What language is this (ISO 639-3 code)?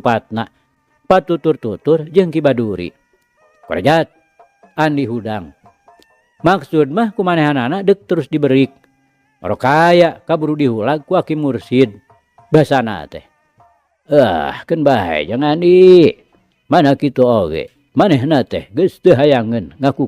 sun